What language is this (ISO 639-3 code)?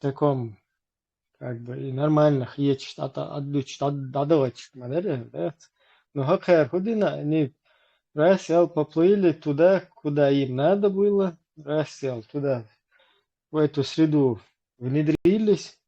che